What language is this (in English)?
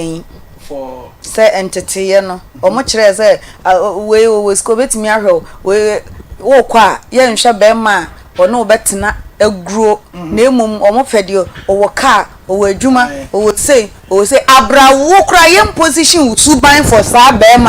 Akan